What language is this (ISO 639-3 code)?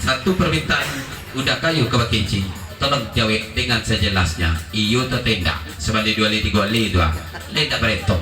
min